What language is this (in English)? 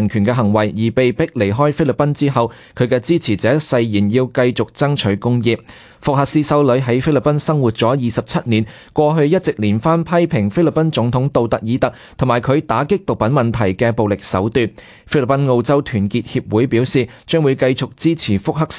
Cantonese